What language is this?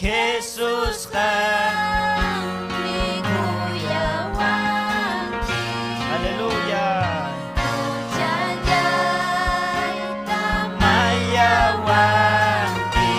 Ayacucho Quechua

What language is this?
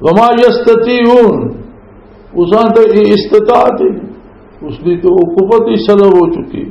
Western Panjabi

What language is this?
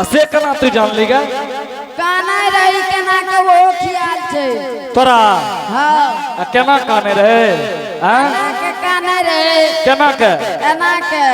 Angika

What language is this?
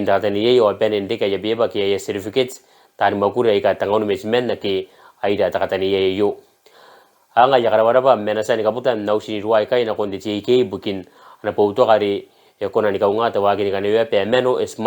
Gilbertese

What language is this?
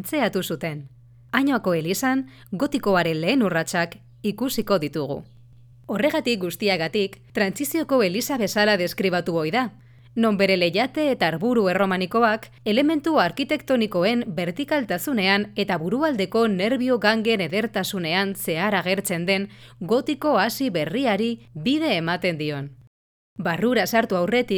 Basque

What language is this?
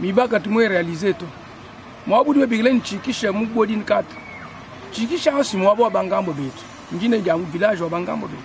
Luba-Lulua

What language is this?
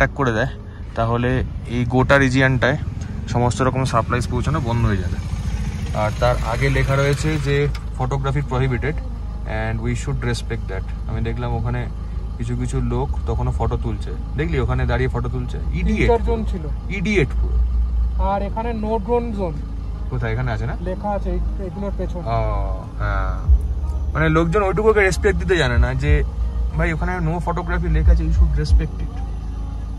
Bangla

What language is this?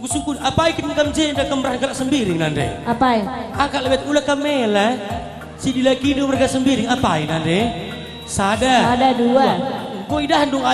Batak Karo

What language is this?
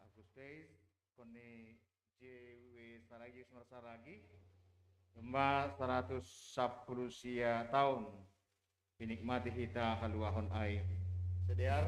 Batak Simalungun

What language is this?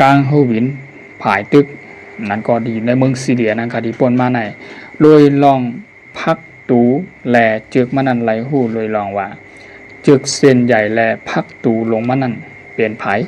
Shan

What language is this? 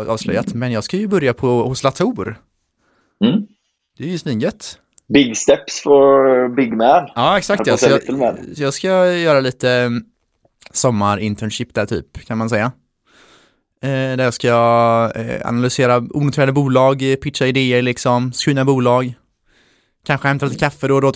Swedish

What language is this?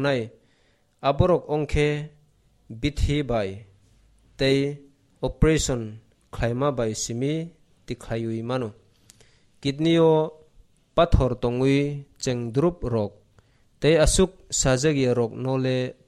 Kok Borok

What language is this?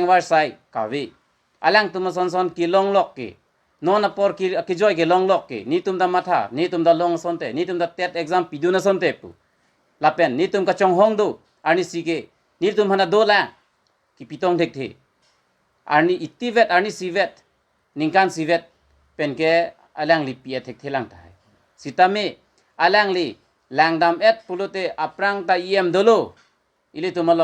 Karbi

